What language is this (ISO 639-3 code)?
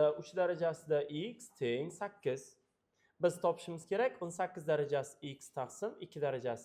uzb